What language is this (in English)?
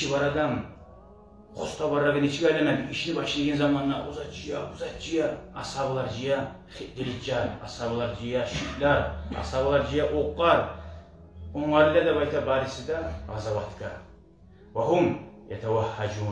Kumyk